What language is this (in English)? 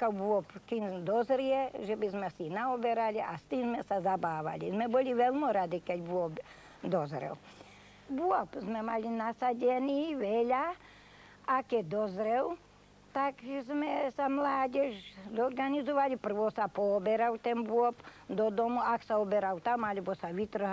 Slovak